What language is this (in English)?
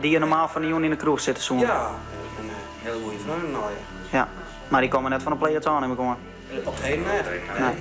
Western Frisian